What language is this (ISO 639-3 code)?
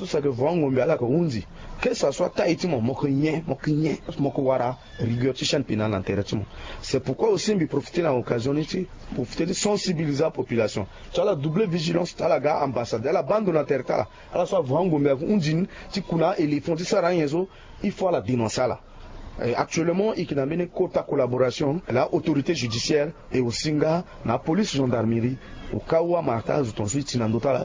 sag